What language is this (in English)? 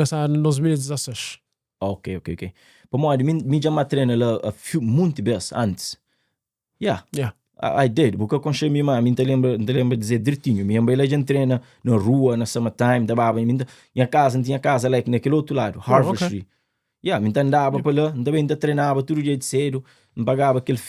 Kabuverdianu